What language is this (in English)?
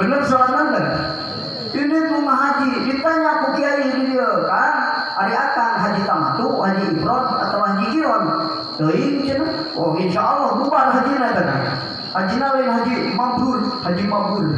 Sundanese